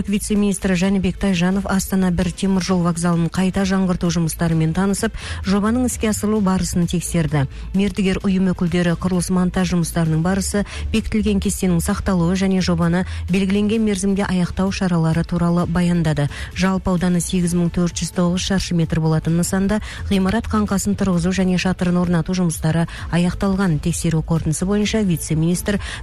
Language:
Kazakh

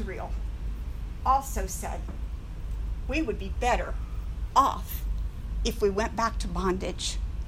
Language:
English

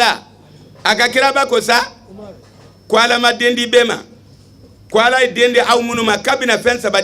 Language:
Bambara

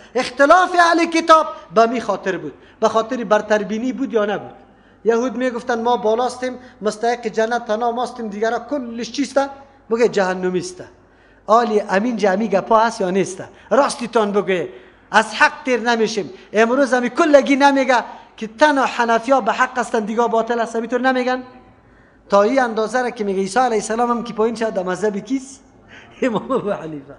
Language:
Persian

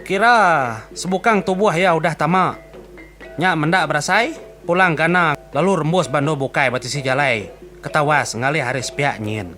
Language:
Iban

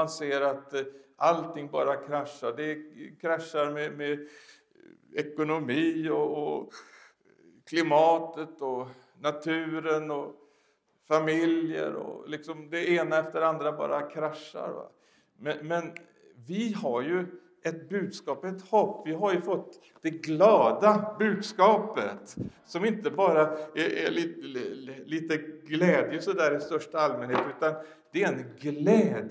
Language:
Swedish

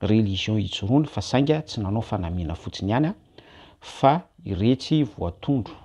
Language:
Malagasy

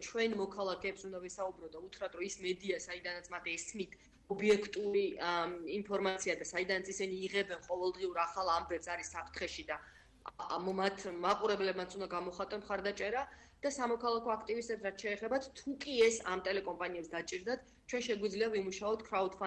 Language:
Georgian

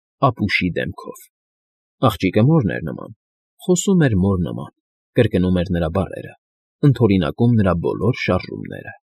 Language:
Armenian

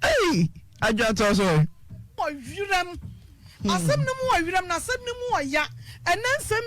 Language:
Akan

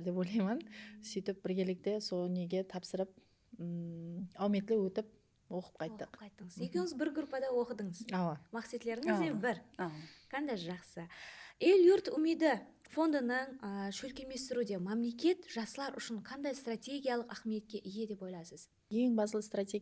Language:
Kara-Kalpak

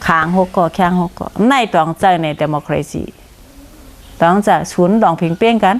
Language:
Shan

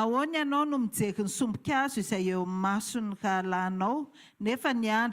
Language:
Malagasy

